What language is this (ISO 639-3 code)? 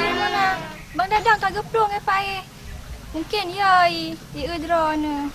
ace